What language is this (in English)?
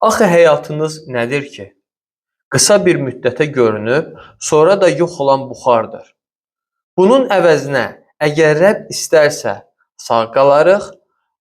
Azerbaijani